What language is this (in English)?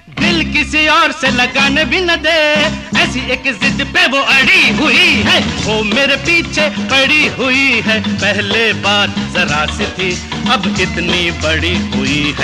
Hindi